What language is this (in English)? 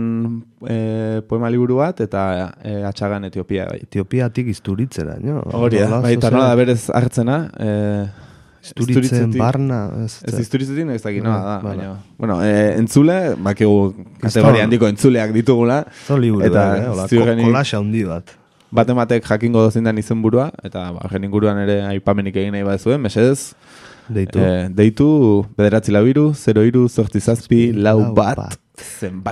Basque